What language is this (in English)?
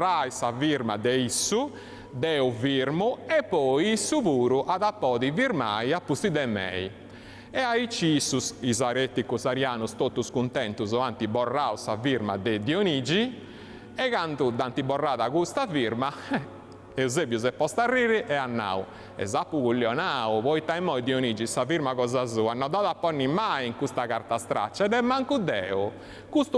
Sardinian